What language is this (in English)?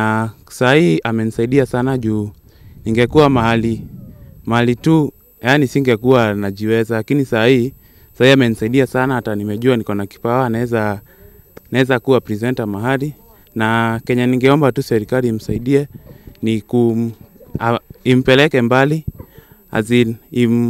Swahili